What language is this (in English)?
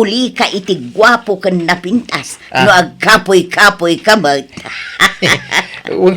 Iloko